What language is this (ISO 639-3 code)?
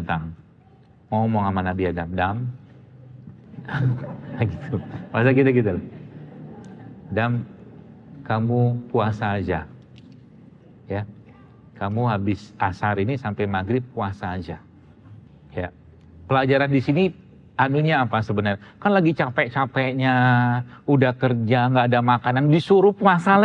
ind